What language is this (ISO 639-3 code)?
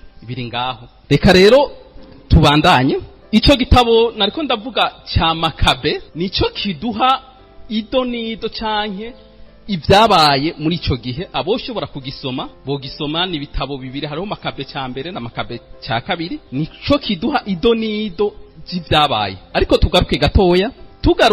run